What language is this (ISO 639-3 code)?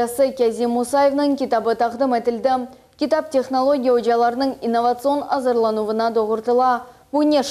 crh